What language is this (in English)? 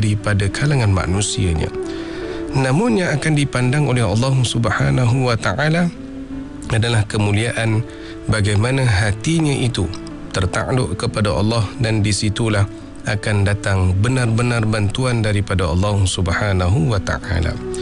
Malay